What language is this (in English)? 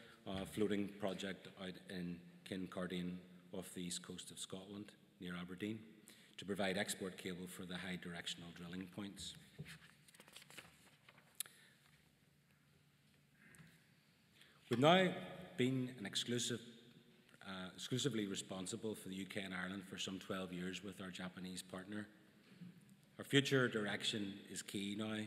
English